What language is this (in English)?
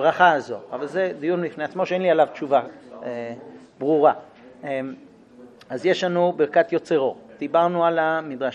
Hebrew